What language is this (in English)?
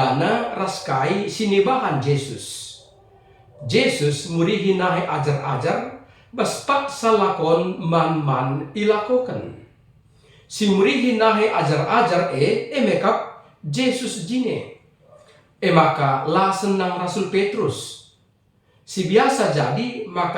Batak Karo